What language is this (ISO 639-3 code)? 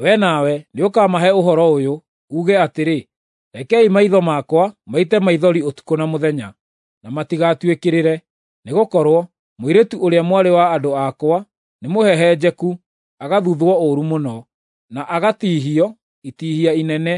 kik